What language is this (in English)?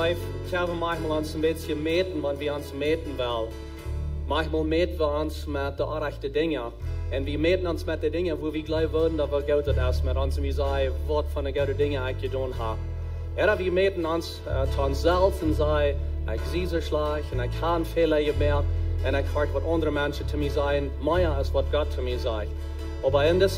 Plautdietsch